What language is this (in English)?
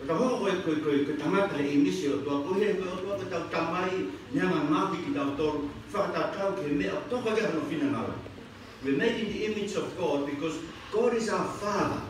Tongan